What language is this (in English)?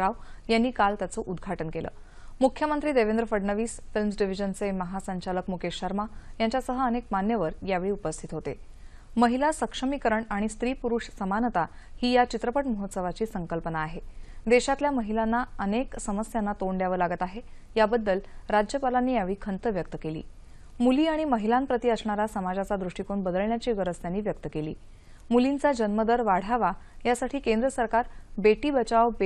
Marathi